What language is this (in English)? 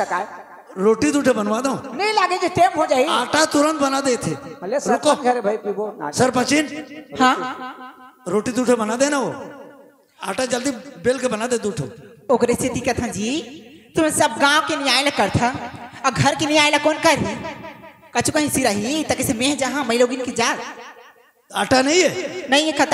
Chhattisgarhi